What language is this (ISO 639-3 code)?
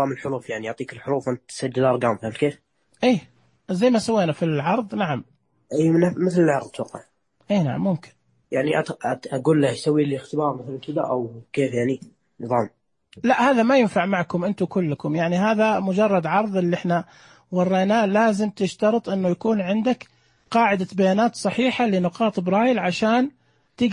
ars